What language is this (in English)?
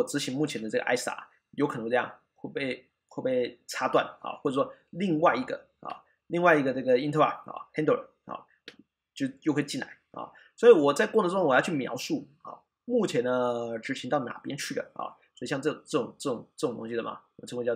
Chinese